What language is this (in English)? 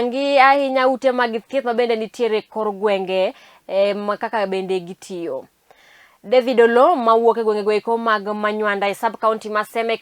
Luo (Kenya and Tanzania)